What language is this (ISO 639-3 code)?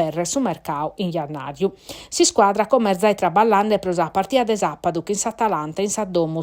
srd